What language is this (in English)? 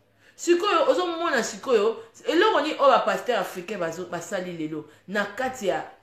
Lingala